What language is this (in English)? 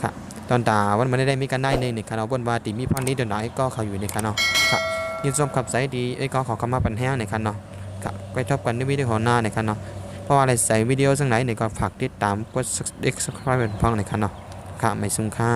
Shan